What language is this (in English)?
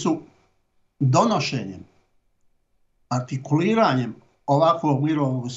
Bosnian